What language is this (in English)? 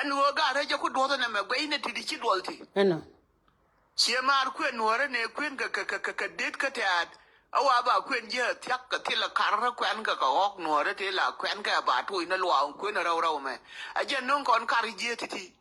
Nuer